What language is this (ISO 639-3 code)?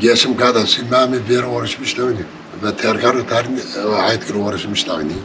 kur